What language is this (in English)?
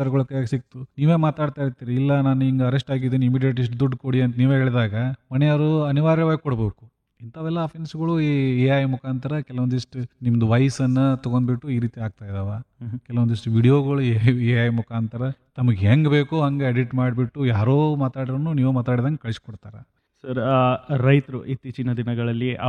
Kannada